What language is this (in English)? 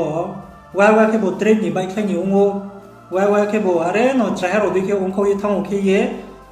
Riang (India)